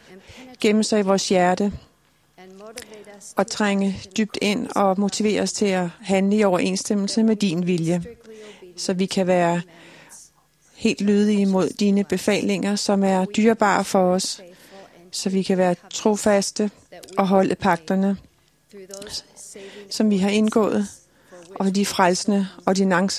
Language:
Danish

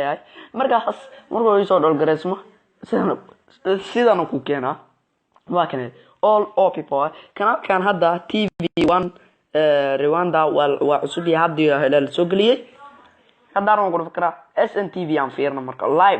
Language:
Somali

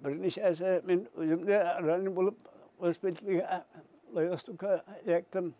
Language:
Bashkir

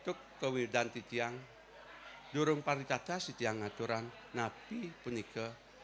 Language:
Balinese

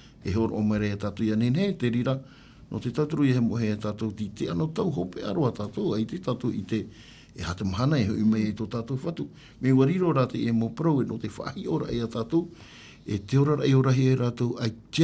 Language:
Tahitian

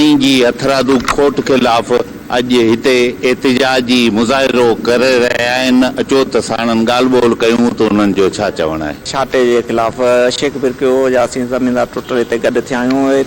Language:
Sindhi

